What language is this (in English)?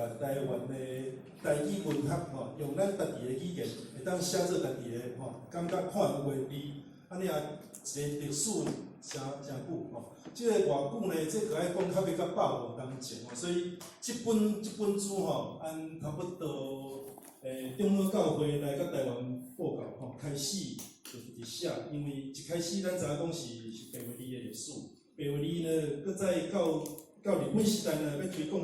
Min Nan Chinese